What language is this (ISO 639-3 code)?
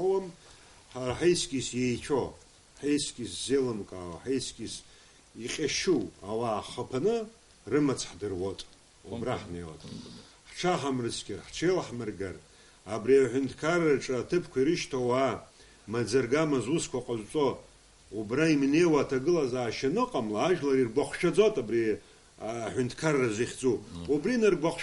abk